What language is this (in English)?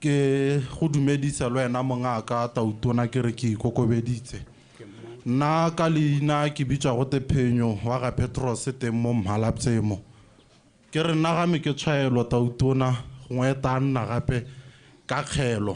Tswana